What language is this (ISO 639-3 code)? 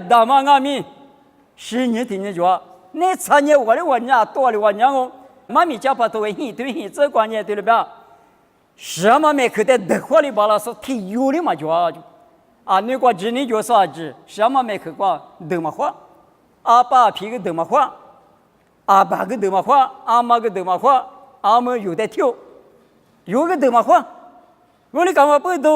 lis